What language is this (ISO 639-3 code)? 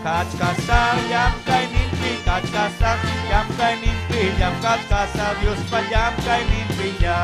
quy